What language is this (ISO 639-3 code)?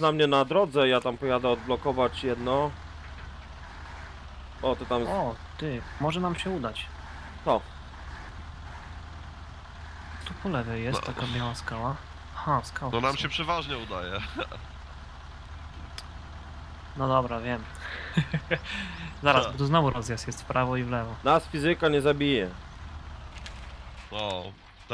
pol